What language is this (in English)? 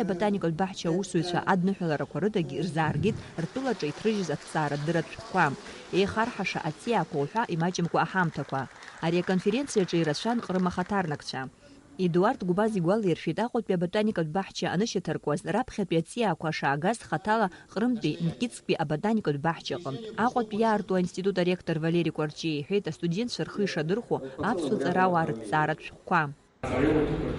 Abkhazian